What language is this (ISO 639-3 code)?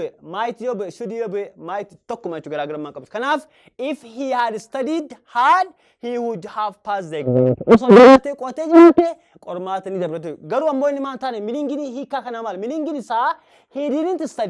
orm